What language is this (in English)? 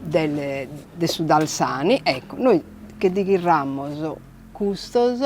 Sardinian